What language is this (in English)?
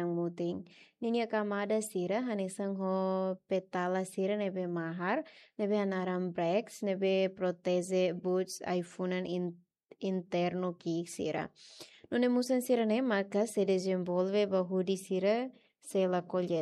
Tetum